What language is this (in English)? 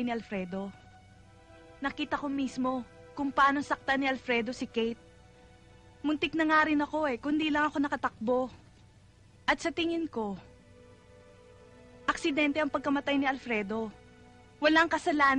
Filipino